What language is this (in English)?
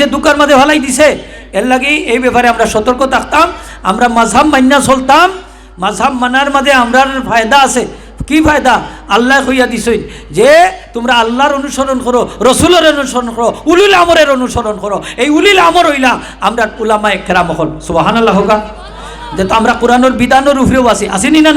Sylheti